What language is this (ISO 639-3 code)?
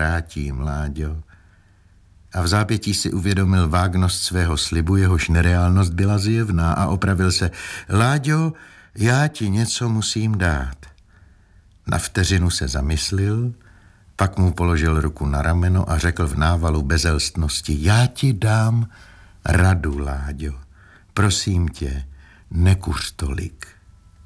ces